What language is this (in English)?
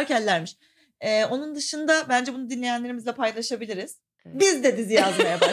Turkish